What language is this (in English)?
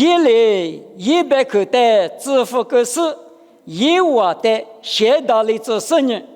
Lisu